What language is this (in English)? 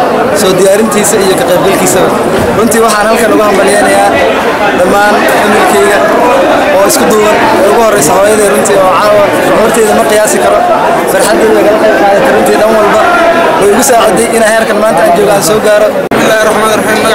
Somali